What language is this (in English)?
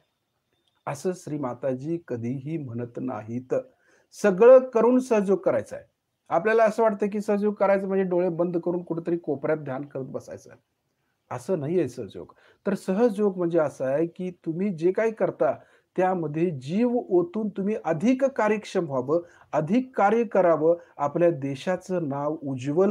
Marathi